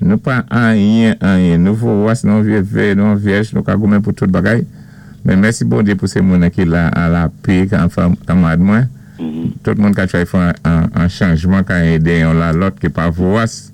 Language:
Saint Lucian Creole French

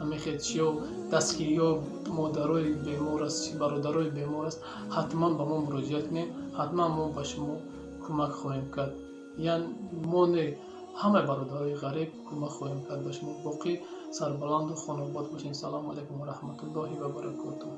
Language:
Tajik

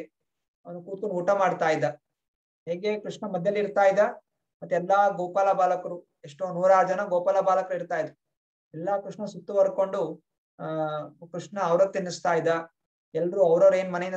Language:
Kannada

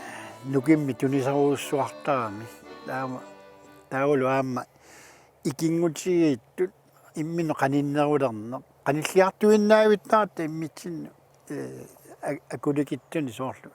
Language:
Kalaallisut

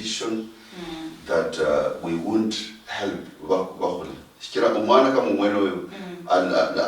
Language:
Luyia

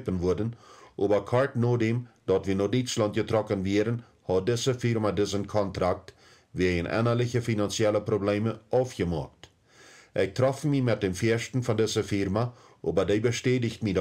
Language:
Plautdietsch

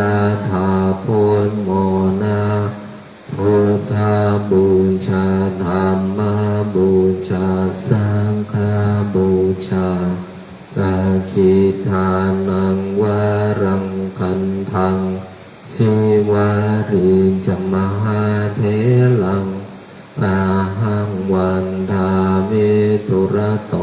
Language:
Pali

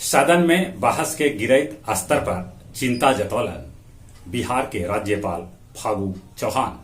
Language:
Magahi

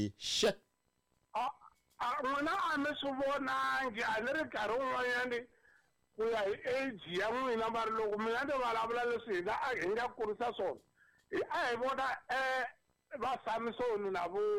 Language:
Tsonga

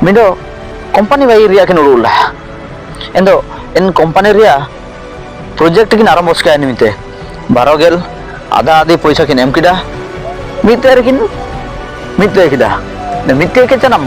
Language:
Ho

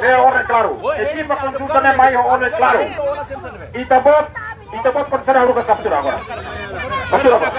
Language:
Tetum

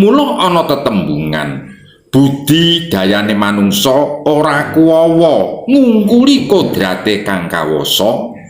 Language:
Javanese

